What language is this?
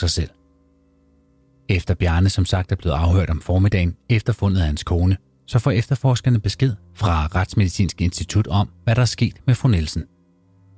Danish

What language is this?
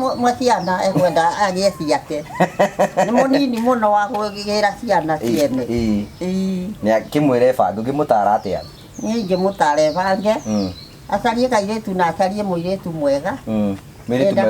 Kikuyu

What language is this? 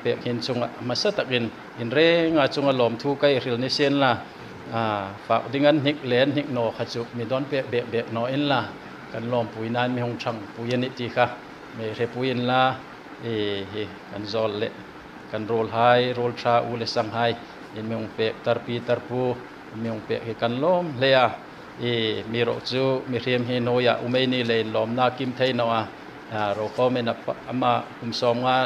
Hmar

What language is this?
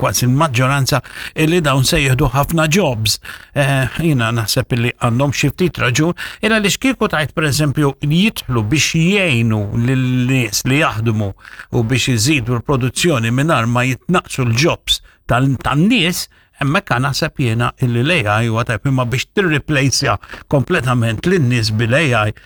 Maltese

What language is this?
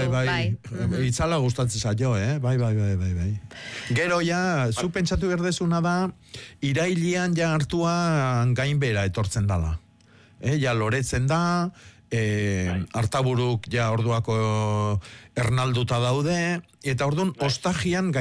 Basque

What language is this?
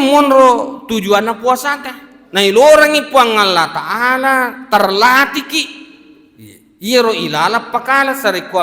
Buginese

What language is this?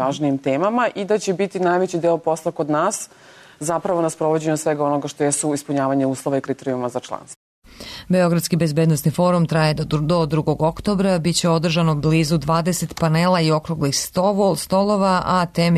Serbian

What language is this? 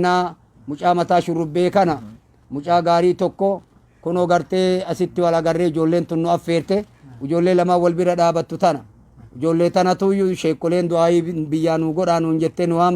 Oromo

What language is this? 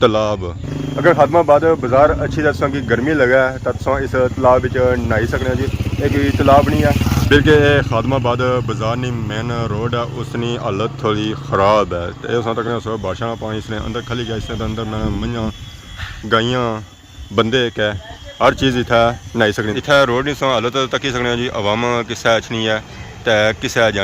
Pahari-Potwari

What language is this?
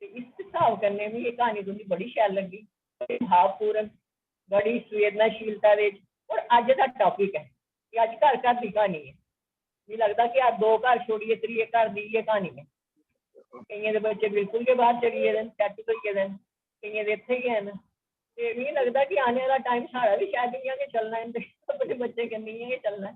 Dogri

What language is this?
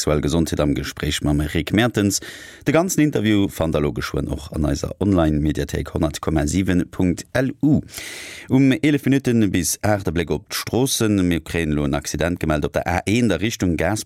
Luxembourgish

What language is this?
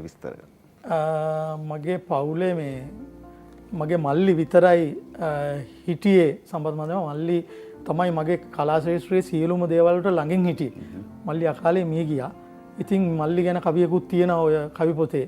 Sinhala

